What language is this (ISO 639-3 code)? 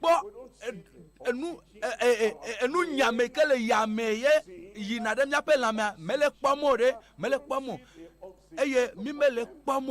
ewe